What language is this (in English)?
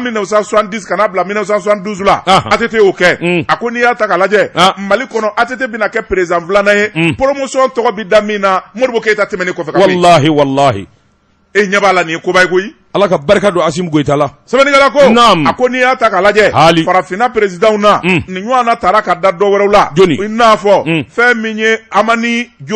Bambara